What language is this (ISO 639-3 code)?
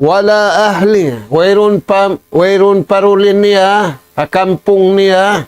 tsg